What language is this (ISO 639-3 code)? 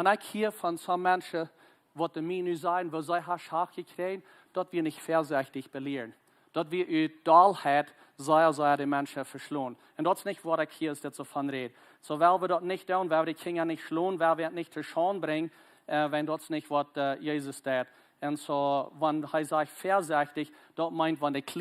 pdt